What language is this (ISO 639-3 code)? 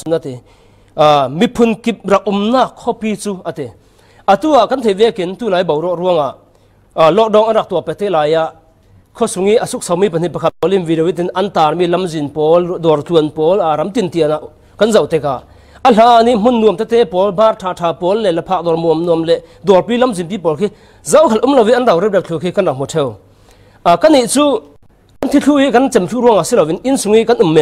cfm